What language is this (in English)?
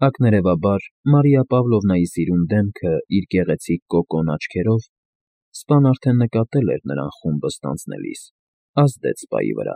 Armenian